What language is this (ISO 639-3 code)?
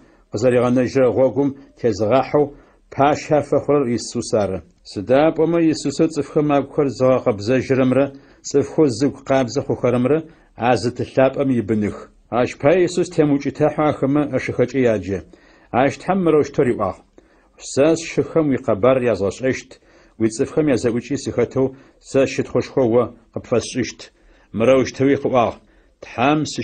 ady